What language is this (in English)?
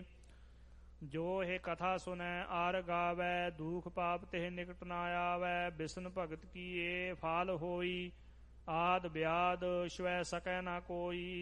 Punjabi